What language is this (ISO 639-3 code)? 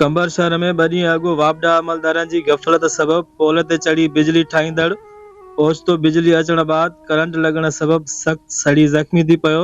snd